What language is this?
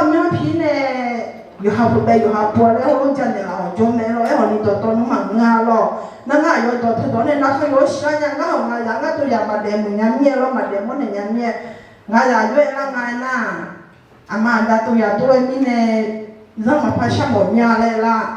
Akha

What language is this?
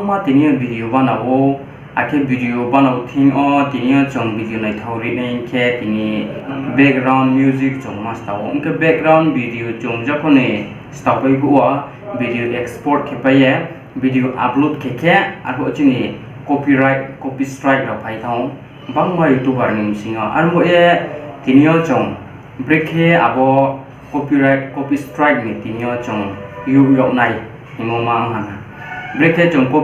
Riang (India)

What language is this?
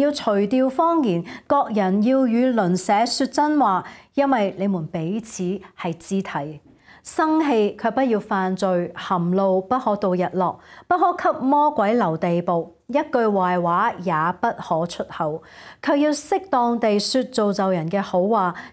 Cantonese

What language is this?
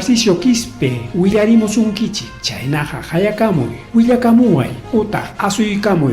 Ayacucho Quechua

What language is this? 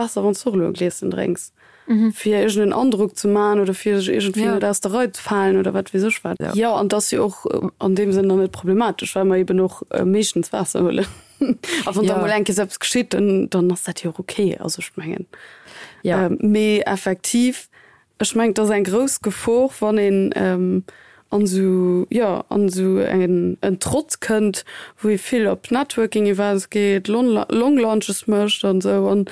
Luxembourgish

